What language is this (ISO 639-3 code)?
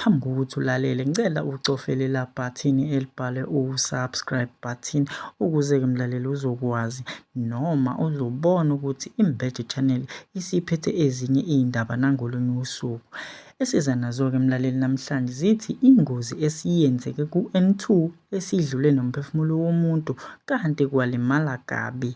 zul